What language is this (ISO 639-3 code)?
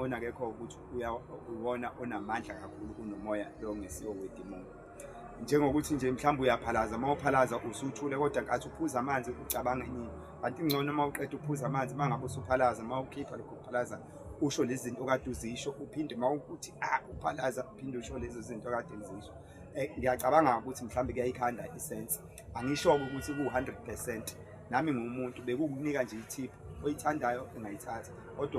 zul